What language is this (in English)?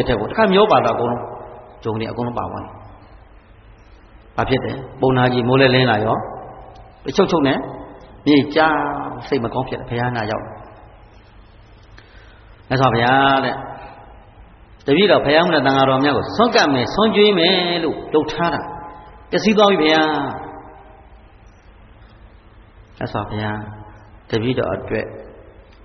Burmese